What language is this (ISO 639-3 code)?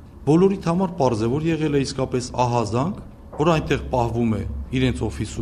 hye